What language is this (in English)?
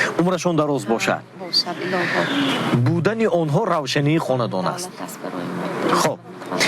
Tajik